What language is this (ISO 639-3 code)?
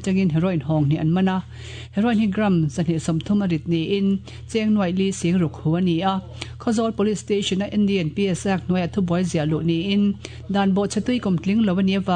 lus